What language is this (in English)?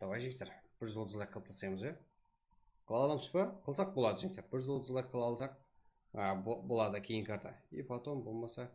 Kara-Kalpak